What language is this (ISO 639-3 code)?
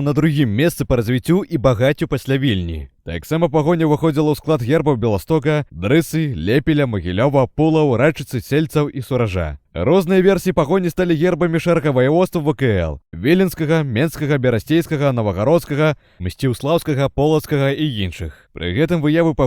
bel